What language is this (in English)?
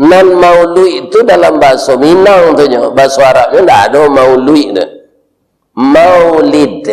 Minangkabau